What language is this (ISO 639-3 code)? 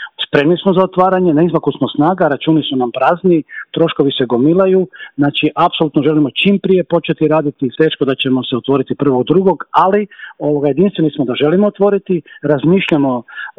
hrv